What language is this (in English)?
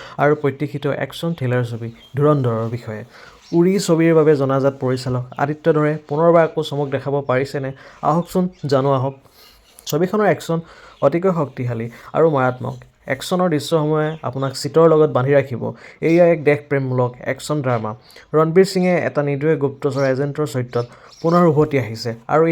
Assamese